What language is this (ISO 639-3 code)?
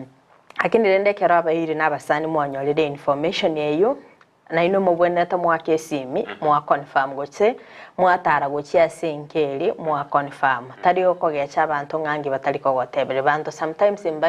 guz